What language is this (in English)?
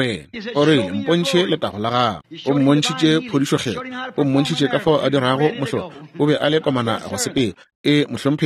Northern Sotho